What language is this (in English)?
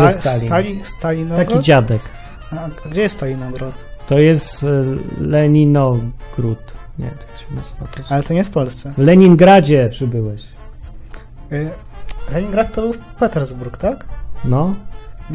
Polish